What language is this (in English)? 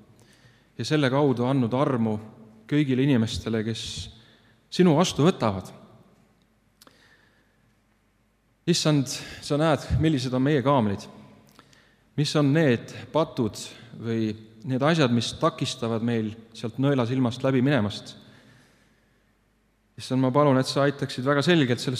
Estonian